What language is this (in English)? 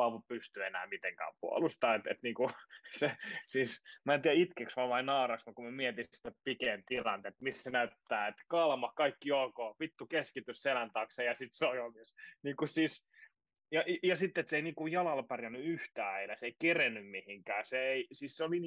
Finnish